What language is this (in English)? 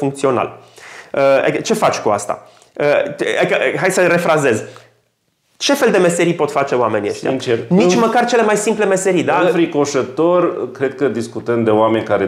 Romanian